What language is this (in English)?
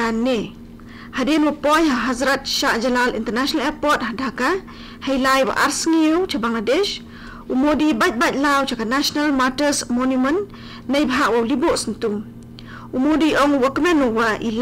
Khasi